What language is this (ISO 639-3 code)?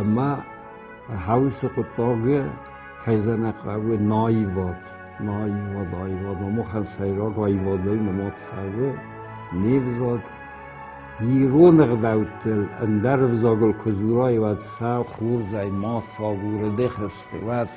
oss